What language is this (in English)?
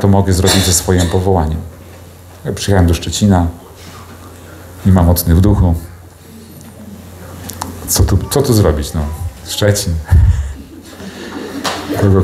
Polish